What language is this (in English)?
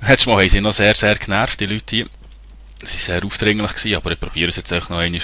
Swiss German